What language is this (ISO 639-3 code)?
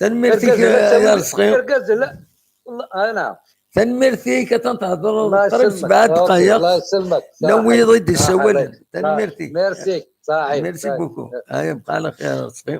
kab